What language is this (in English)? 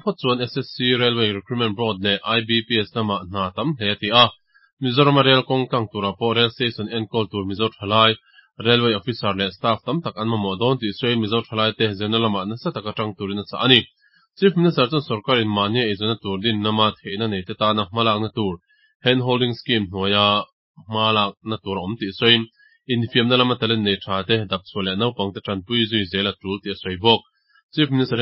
Mizo